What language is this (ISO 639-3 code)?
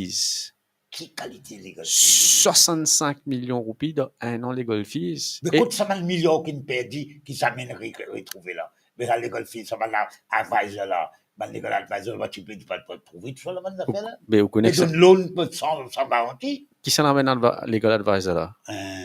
mfe